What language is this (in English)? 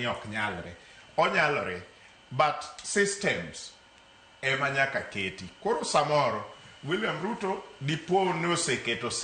Luo (Kenya and Tanzania)